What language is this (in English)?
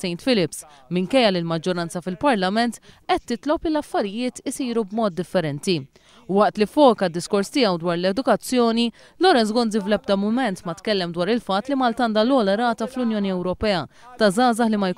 Maltese